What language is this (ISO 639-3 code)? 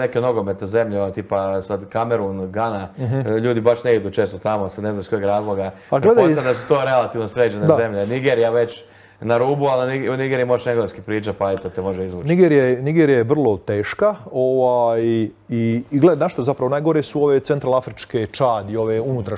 hrv